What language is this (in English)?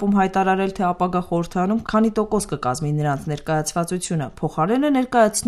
Armenian